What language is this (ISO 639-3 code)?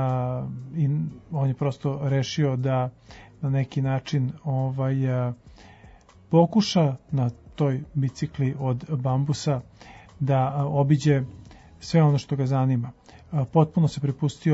srp